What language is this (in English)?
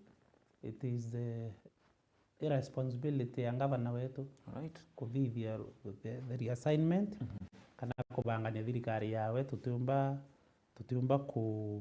Meru